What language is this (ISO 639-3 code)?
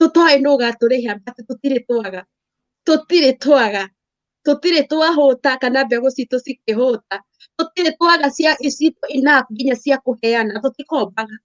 kik